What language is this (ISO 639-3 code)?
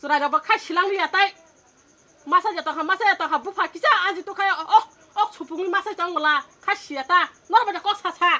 trp